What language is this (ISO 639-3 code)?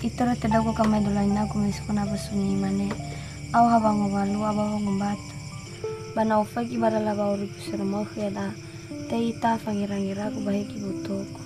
nia